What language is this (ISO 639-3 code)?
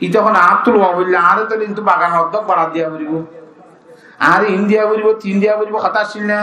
rhg